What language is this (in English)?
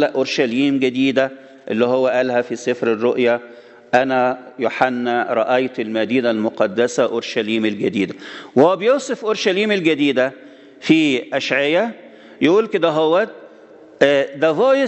Egyptian Arabic